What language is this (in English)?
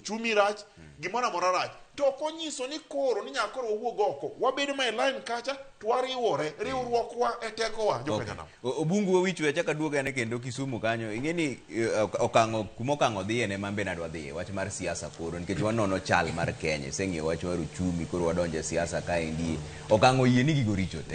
Luo (Kenya and Tanzania)